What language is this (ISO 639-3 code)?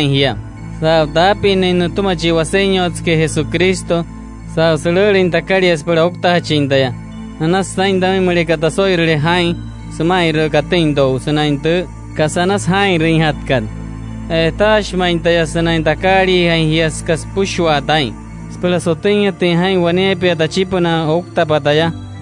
guc